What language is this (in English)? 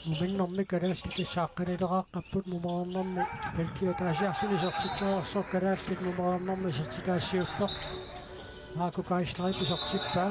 Kalaallisut